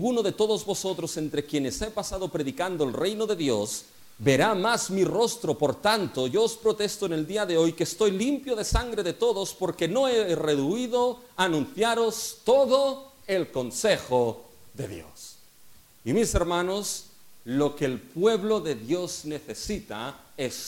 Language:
Spanish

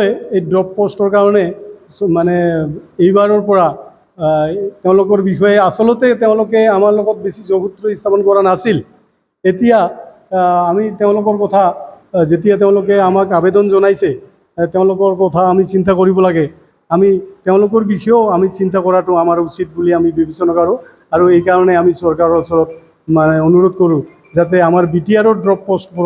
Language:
Assamese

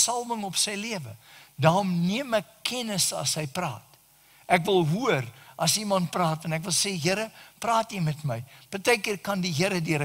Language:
Afrikaans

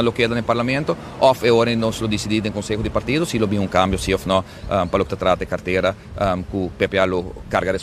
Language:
Papiamento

